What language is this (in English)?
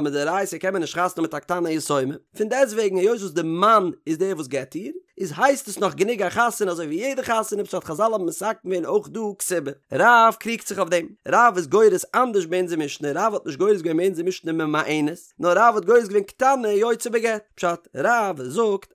Yiddish